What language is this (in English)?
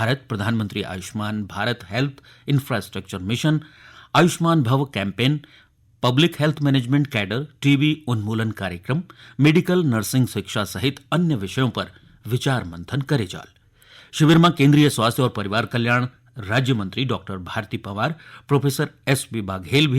Garhwali